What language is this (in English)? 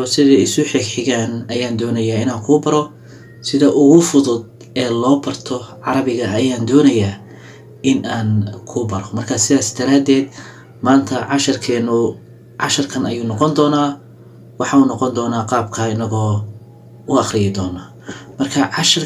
Somali